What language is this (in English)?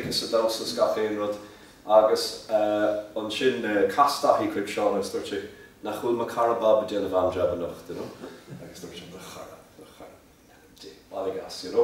Irish